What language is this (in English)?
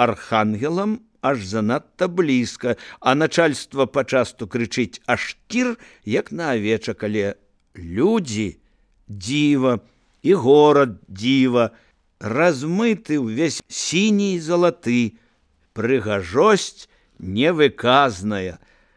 Belarusian